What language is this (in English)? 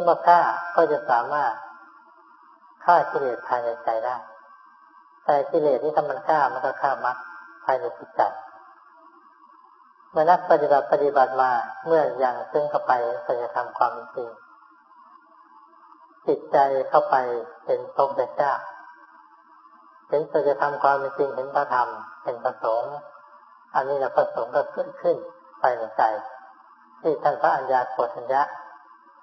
Thai